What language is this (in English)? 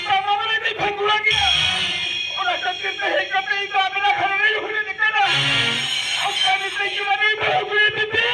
Santali